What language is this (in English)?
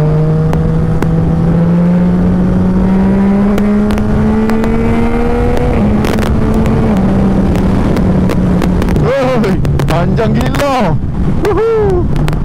Malay